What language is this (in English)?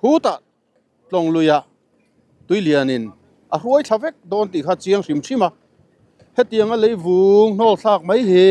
Mizo